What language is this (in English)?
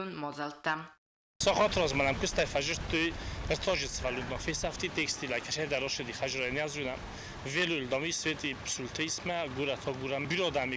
Ossetic